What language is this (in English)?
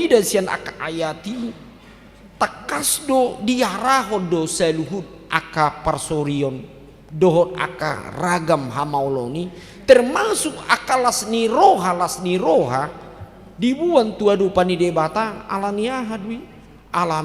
Batak Toba